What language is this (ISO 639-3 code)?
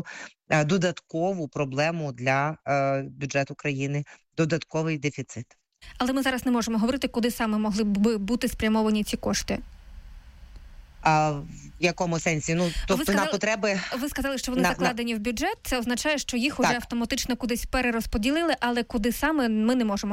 ukr